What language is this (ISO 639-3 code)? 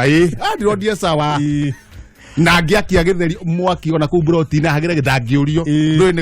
kik